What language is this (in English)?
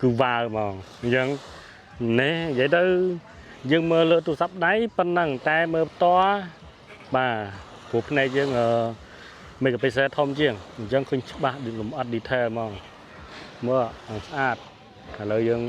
Khmer